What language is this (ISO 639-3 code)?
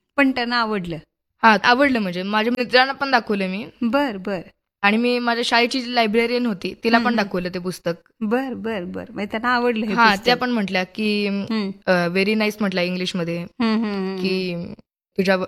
mar